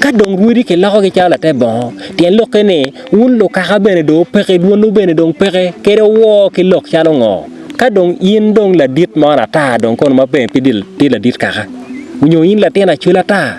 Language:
Acoli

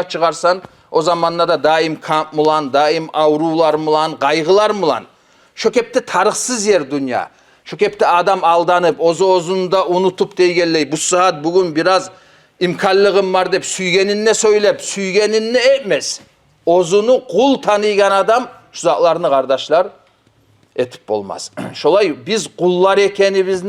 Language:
Kumyk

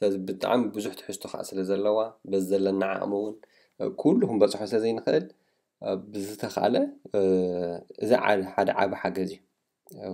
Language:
Tigrinya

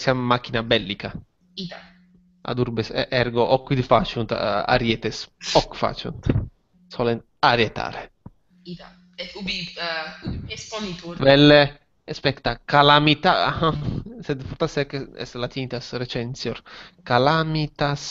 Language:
Latin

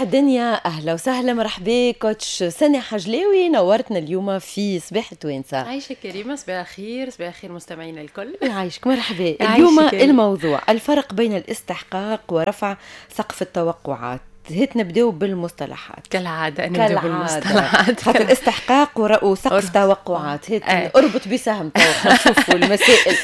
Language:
Tunisian Arabic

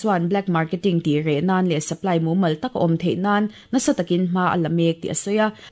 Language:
Mizo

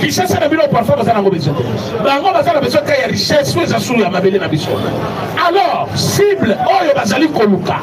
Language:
Lingala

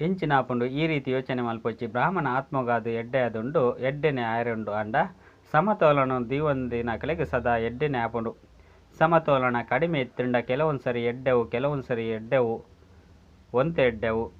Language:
Tulu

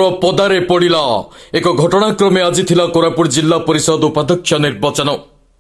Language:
Odia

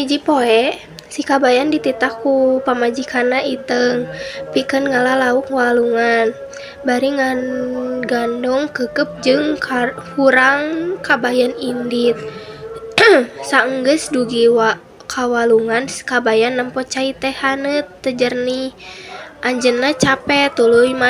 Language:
Sundanese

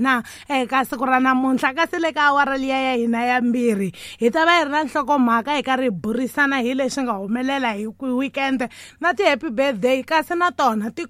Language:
Tsonga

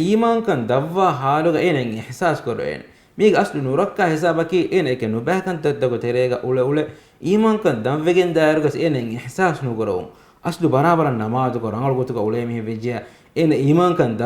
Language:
Divehi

